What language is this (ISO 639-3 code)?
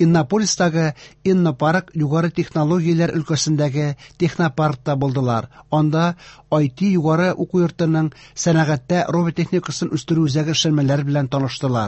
tat